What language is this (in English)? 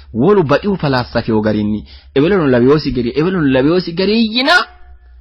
Sidamo